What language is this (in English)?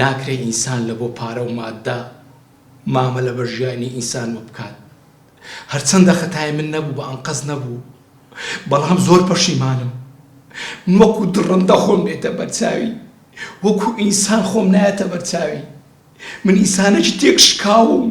Central Kurdish